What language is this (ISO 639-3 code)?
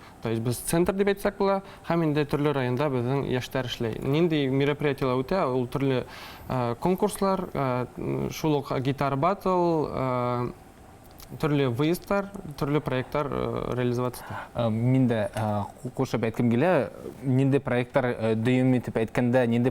bak